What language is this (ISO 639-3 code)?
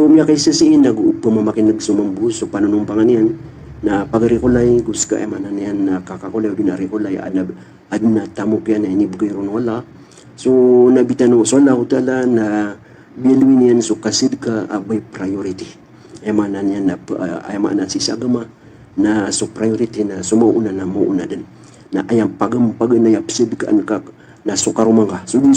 mrw